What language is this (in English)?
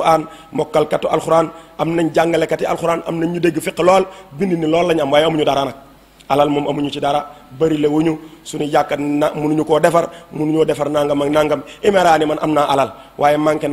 Wolof